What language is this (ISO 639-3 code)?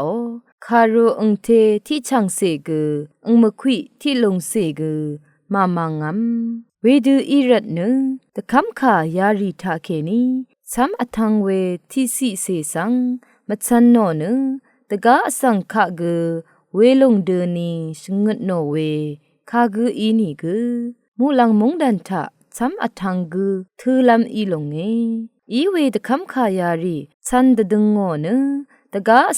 raw